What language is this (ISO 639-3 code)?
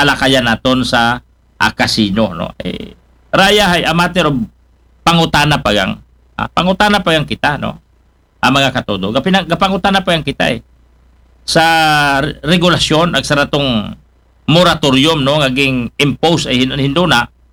akl